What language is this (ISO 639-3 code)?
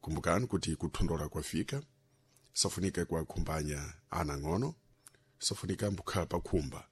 seh